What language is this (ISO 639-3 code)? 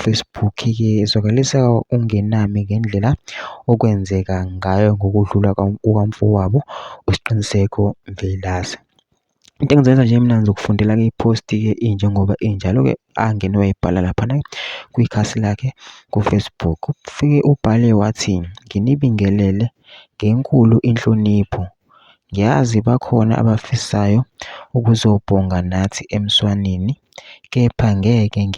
zul